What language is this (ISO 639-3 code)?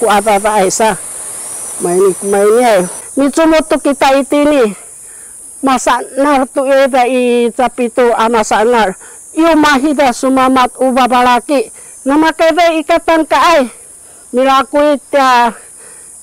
szy